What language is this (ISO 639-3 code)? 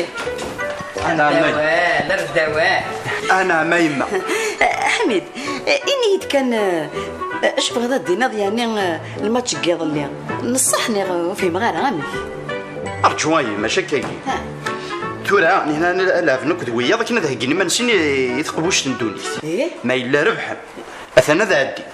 kab